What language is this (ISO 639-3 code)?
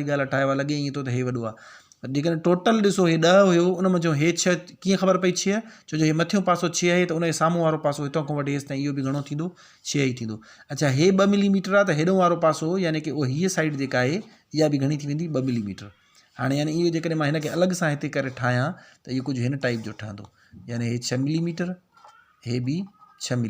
snd